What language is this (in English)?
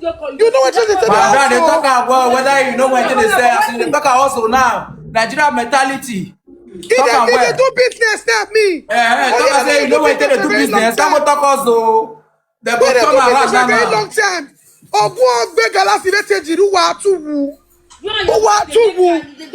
Nigerian Pidgin